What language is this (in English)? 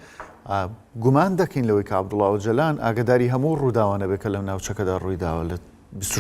Central Kurdish